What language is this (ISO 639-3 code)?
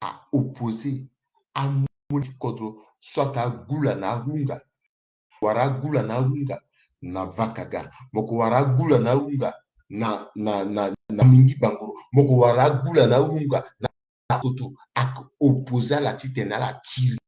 sag